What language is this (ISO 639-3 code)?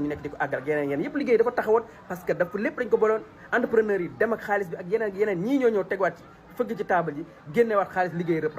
wol